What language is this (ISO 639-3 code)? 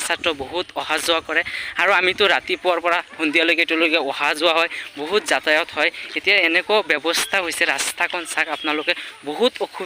asm